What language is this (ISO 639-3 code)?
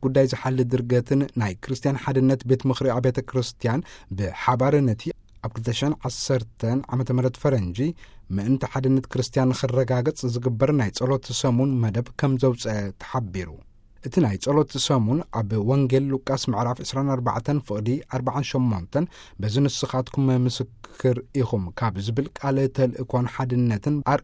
tir